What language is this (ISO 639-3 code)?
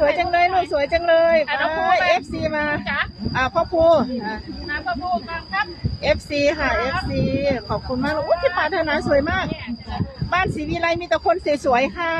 tts